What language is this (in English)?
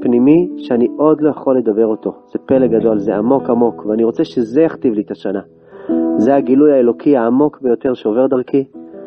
Hebrew